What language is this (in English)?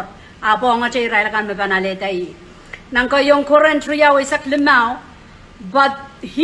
Pohnpeian